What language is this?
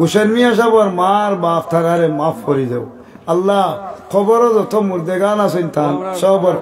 Sylheti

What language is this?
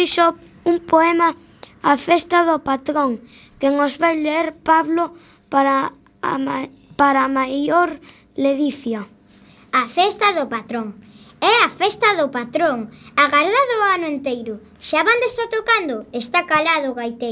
Galician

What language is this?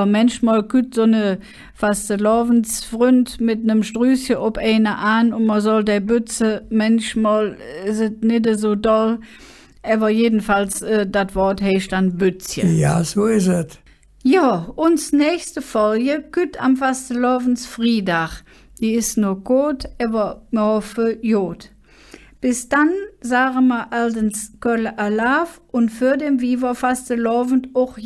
Colognian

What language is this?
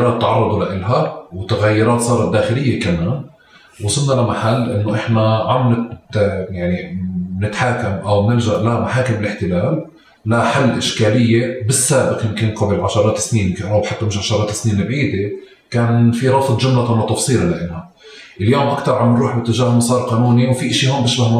North Levantine Arabic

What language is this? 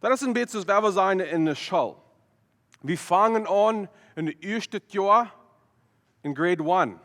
Plautdietsch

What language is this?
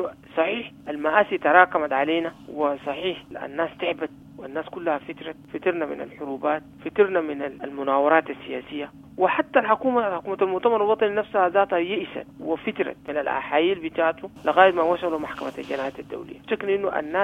Sudanese Arabic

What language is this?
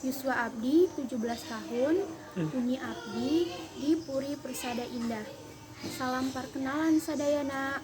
Sundanese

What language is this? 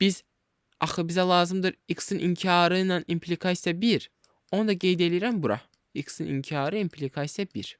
Azerbaijani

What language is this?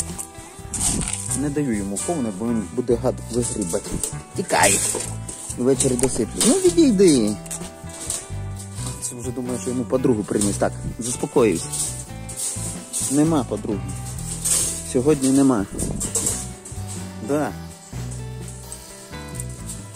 Ukrainian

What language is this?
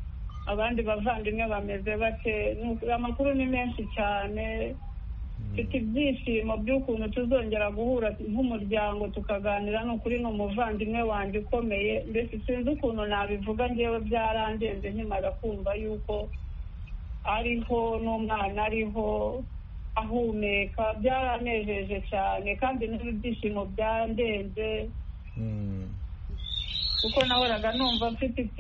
Kinyarwanda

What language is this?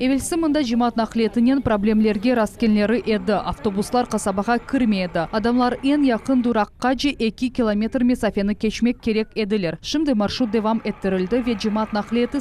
Crimean Tatar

